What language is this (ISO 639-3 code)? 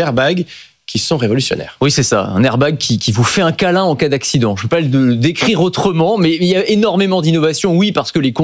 fra